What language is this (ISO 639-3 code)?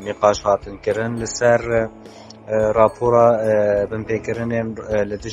kur